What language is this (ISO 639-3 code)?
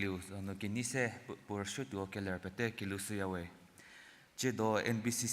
njm